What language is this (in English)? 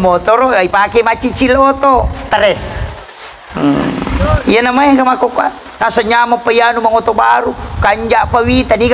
Buginese